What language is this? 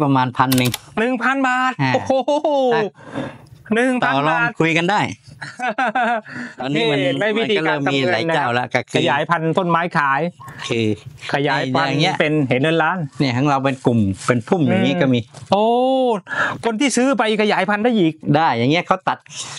Thai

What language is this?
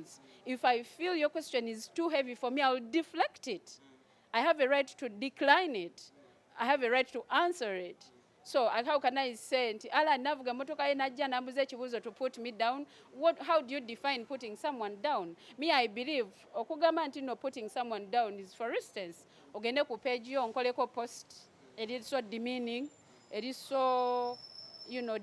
Ganda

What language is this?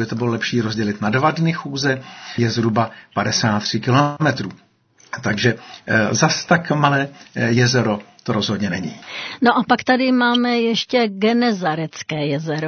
Czech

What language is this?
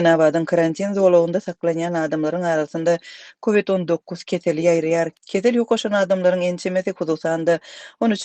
Turkmen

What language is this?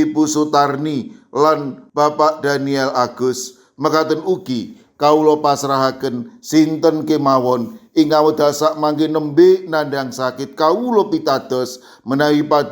Javanese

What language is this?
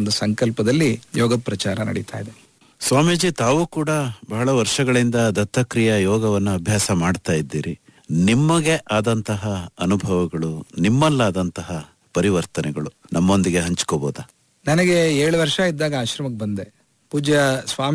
Kannada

